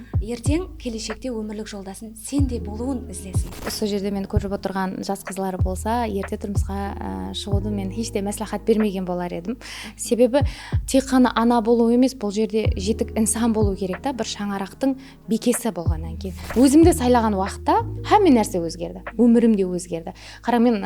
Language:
Kara-Kalpak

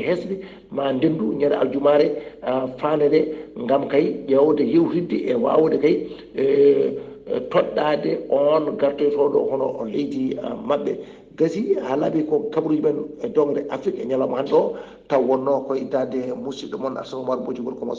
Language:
Fula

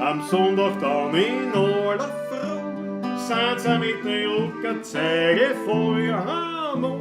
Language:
Bavarian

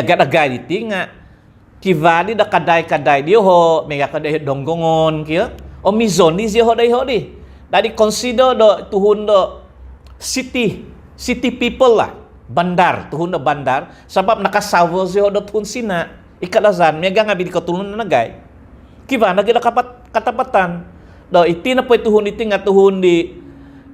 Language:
Central Dusun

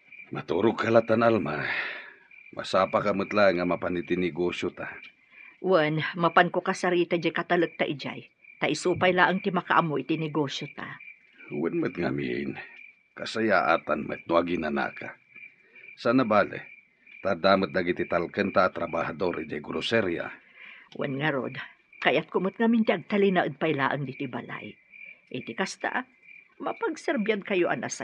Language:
Iloko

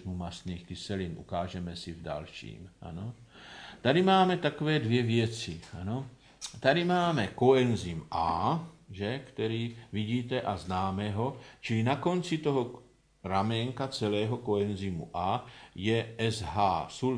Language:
Czech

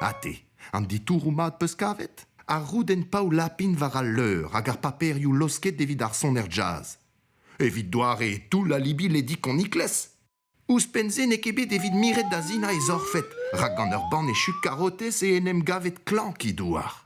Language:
Breton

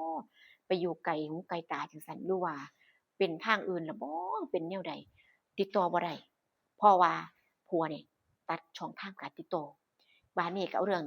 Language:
Northeastern Thai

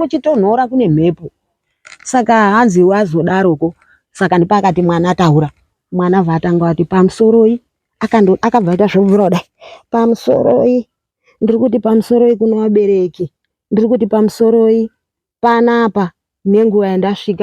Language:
Shona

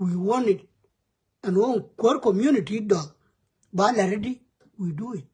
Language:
Nuer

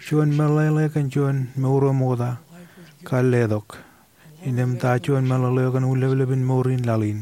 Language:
Marshallese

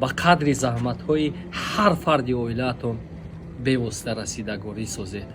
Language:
Tajik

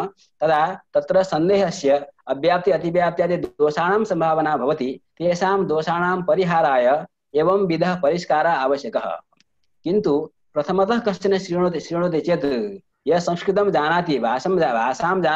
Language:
Sanskrit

